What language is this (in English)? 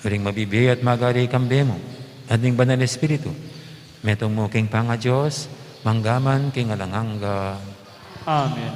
Pampanga